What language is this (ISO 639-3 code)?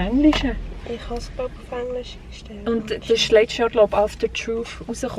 gsw